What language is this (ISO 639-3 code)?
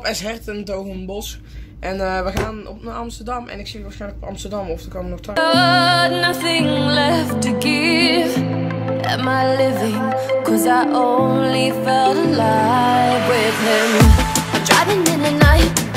nld